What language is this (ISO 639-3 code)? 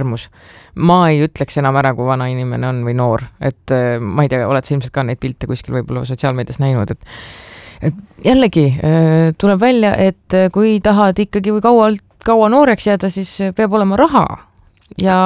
est